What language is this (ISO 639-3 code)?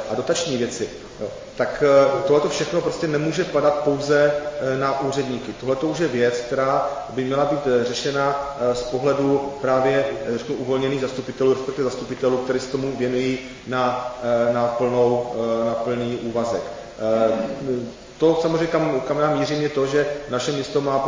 ces